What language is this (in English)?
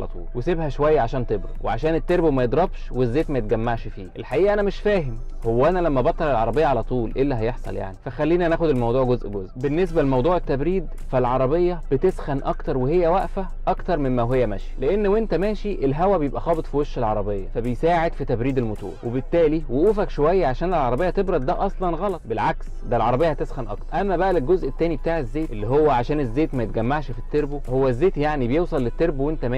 Egyptian Arabic